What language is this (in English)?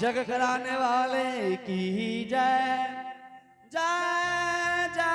Angika